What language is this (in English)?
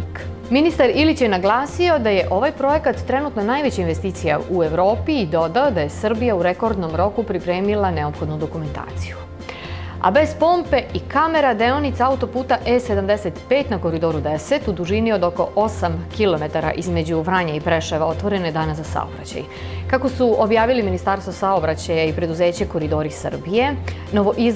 Serbian